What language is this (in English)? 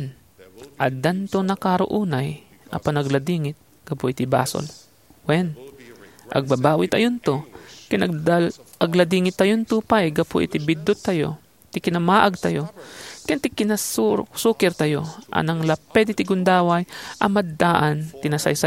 Iloko